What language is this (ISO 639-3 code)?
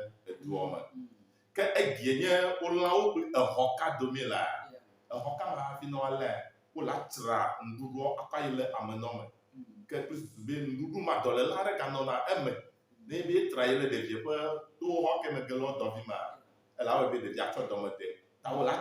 ewe